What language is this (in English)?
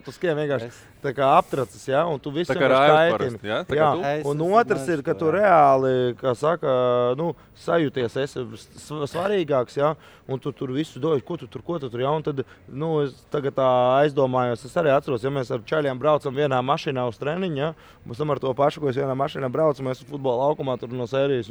Latvian